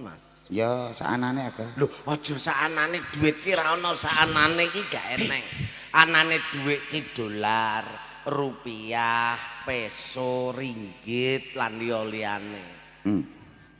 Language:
Javanese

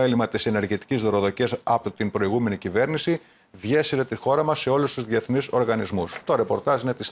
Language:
Greek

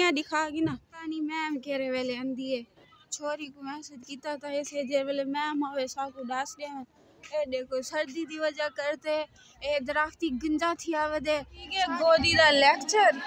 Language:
Saraiki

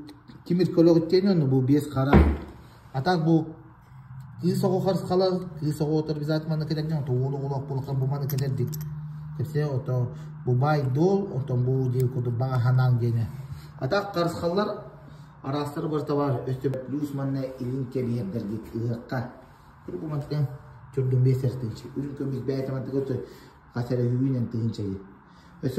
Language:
Yakut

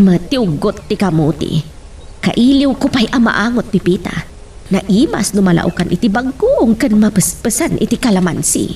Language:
Iloko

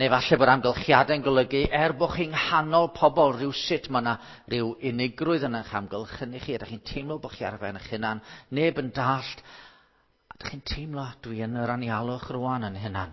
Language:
Welsh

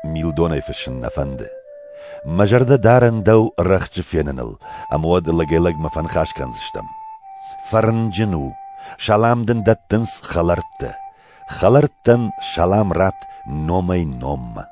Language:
Ossetic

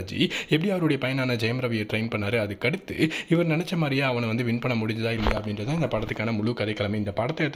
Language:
Tamil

